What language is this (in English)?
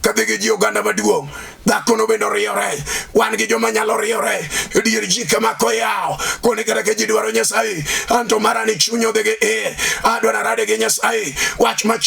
Luo (Kenya and Tanzania)